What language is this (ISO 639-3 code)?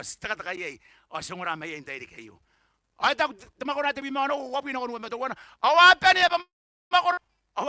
gil